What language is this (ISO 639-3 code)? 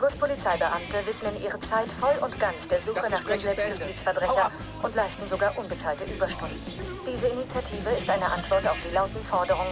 bar